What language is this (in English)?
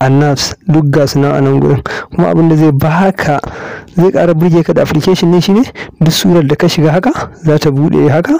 Hausa